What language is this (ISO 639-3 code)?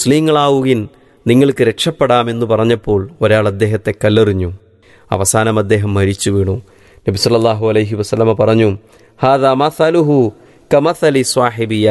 mal